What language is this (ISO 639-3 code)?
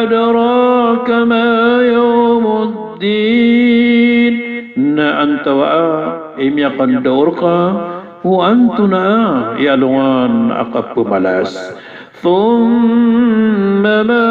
mrw